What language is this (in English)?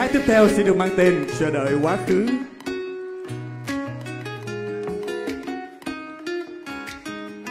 Vietnamese